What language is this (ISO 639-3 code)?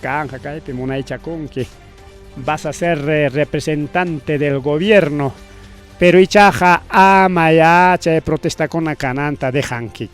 quy